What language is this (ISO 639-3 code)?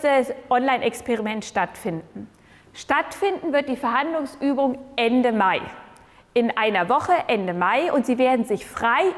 deu